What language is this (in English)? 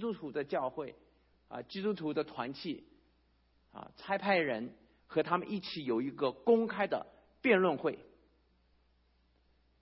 Chinese